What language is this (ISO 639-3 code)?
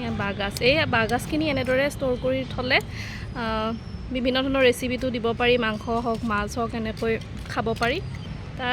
asm